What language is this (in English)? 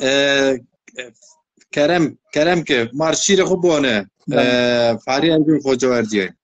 Zaza